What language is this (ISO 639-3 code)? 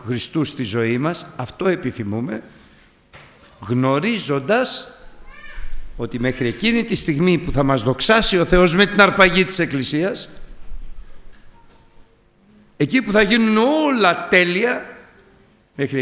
ell